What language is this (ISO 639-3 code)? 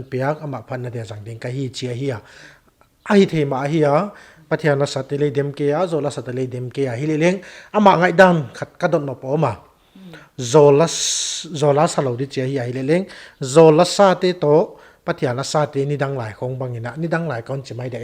pck